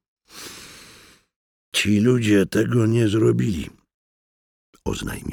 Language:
Polish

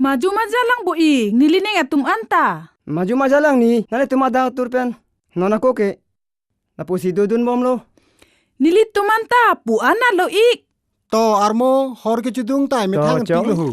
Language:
Karbi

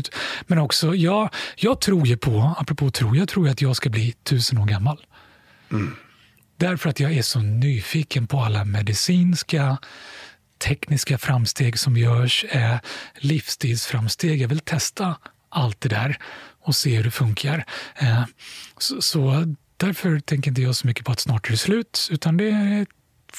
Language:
Swedish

